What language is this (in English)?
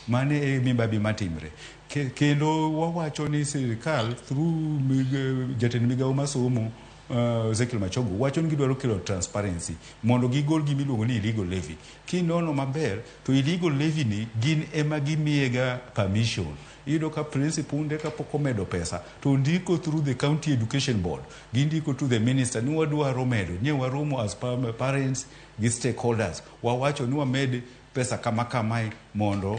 Luo (Kenya and Tanzania)